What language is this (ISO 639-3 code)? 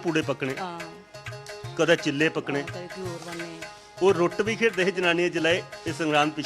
doi